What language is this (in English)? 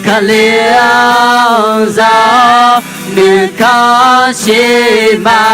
Akha